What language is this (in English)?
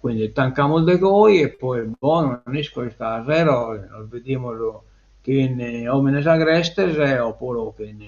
Sardinian